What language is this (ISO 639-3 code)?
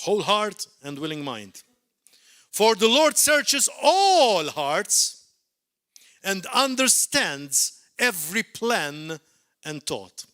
eng